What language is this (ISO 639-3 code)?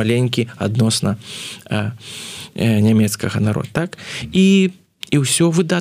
bel